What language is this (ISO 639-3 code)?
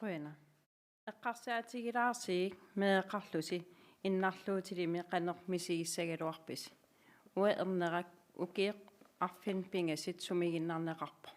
kal